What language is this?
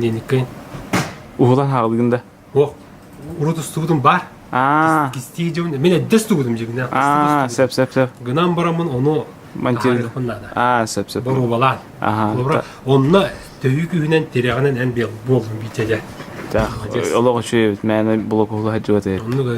Yakut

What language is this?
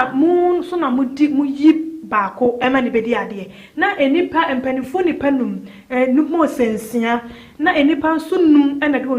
Akan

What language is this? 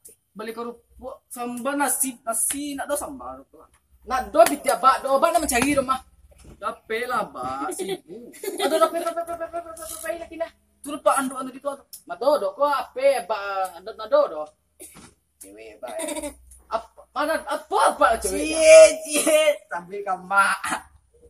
Minangkabau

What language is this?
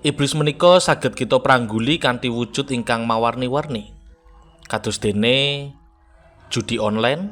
Javanese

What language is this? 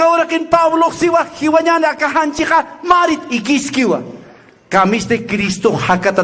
Aymara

